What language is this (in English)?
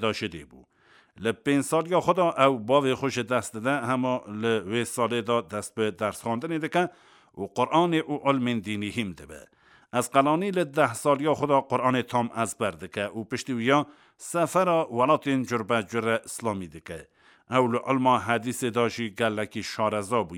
Kurdish